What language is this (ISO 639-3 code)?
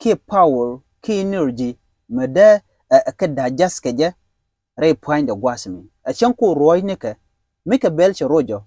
nus